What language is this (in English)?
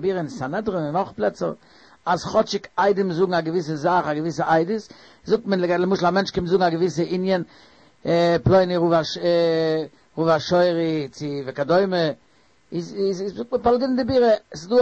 Yiddish